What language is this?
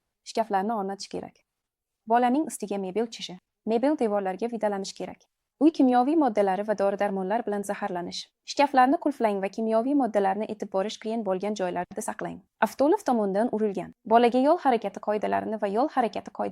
Uzbek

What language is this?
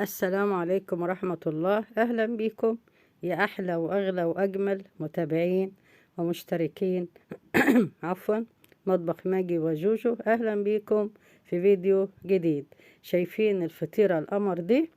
Egyptian Arabic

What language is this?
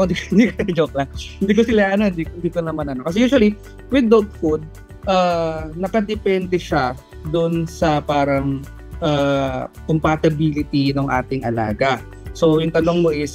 Filipino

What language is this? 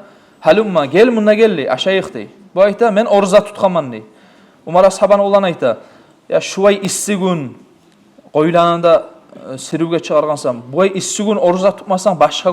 Kumyk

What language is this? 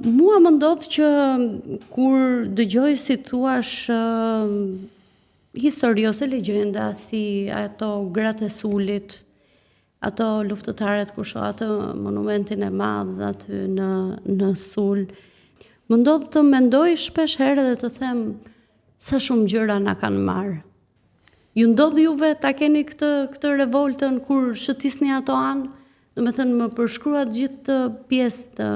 Albanian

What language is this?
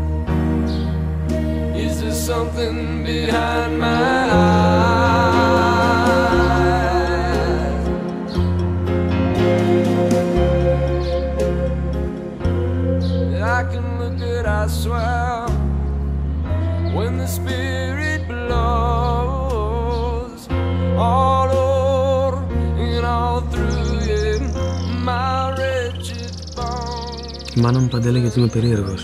Greek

